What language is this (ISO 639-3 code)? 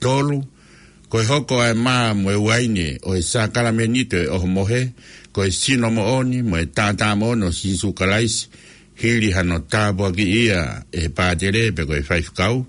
ton